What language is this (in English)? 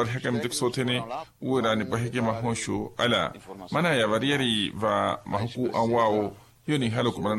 Makhuwa